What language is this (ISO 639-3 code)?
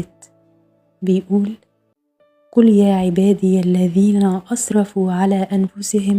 arz